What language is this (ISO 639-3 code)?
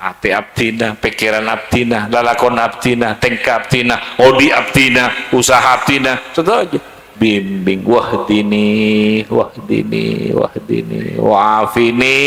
mad